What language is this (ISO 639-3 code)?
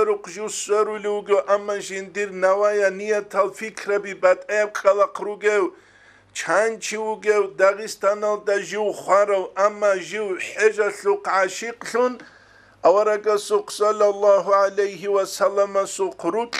ava